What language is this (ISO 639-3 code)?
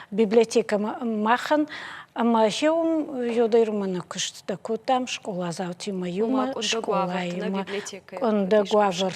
oss